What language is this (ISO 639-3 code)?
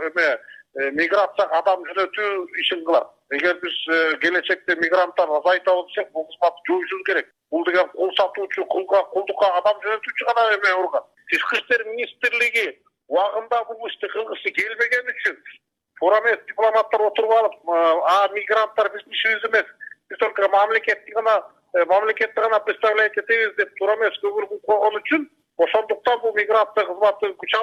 kir